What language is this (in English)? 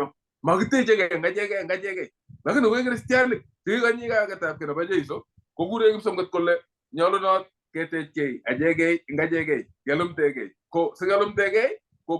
Kalenjin